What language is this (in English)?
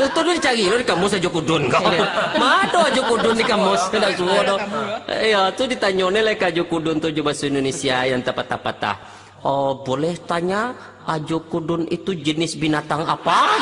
Minangkabau